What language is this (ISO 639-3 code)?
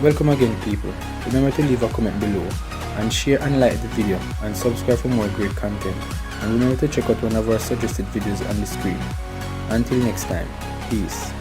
jam